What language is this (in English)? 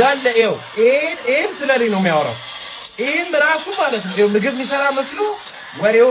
Amharic